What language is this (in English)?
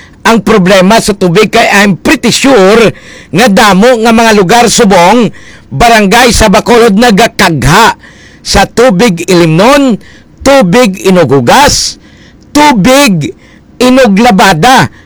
Hiligaynon